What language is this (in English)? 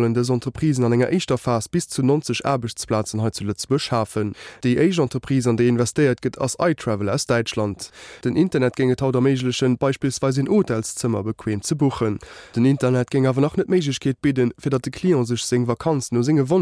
Luxembourgish